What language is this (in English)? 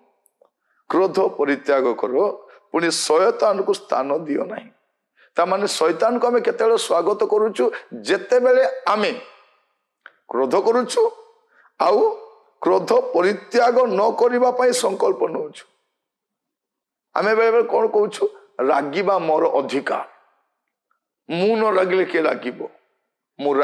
Odia